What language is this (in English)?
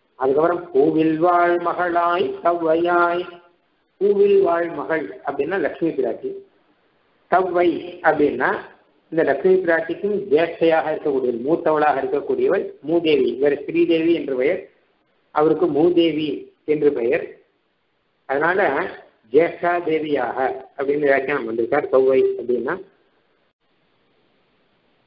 Tamil